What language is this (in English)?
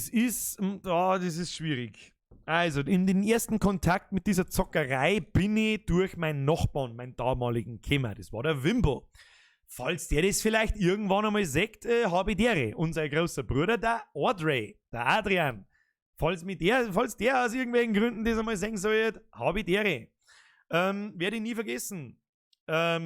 Bavarian